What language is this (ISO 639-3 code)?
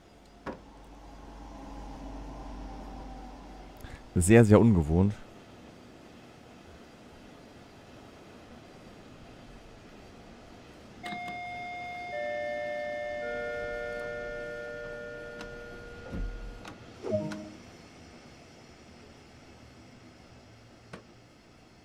deu